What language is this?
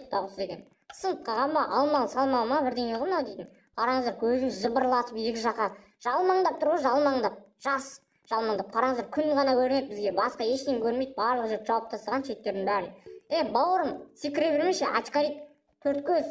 Kazakh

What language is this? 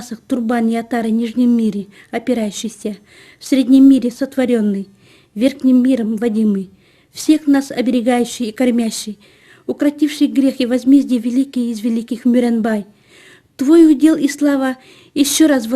Yakut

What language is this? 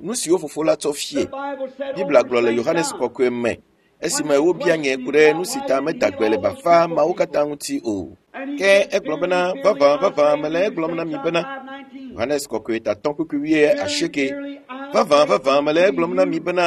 Ewe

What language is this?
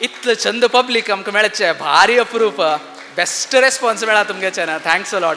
Konkani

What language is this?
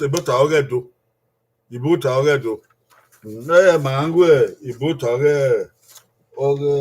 Bini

